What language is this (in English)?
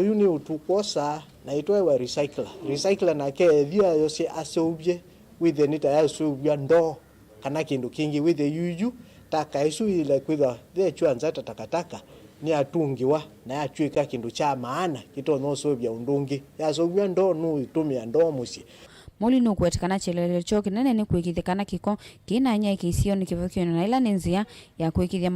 Kamba